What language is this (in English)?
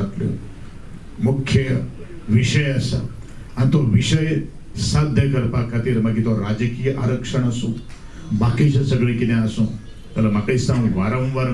Konkani